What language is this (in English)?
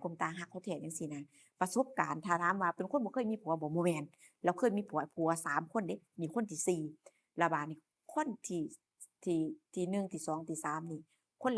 Lao